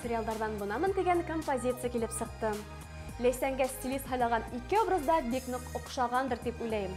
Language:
Bashkir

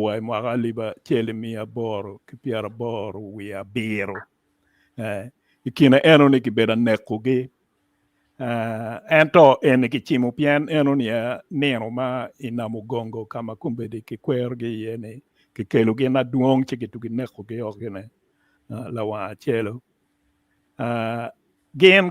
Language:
Acoli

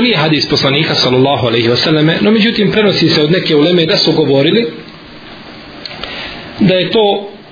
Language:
Bosnian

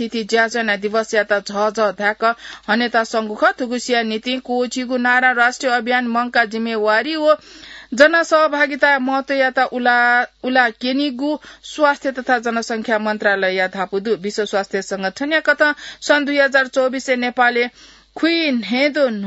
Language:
Newari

